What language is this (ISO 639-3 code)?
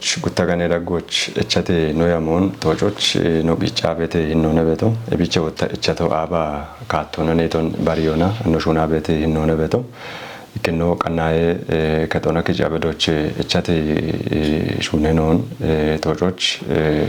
kbr